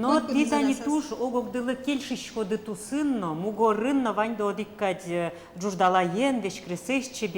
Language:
Udmurt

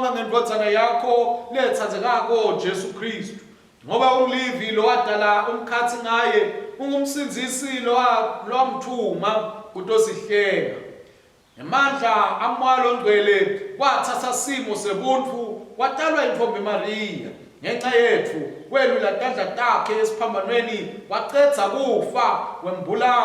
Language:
Swati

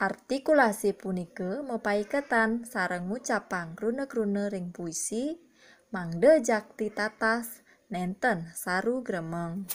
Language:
Balinese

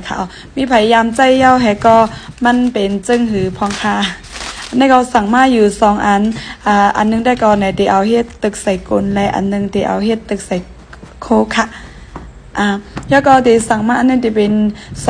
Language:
Shan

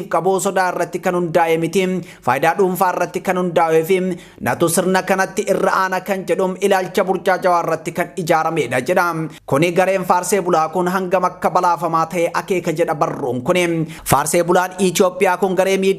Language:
Oromo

